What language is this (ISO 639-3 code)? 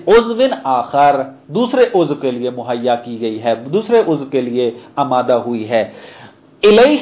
urd